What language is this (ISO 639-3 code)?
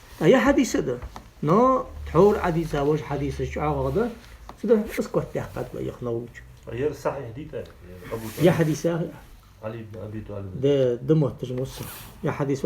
inh